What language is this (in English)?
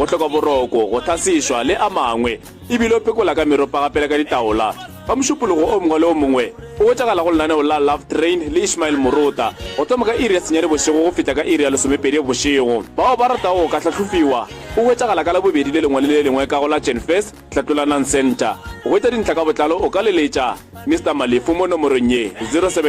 Northern Sotho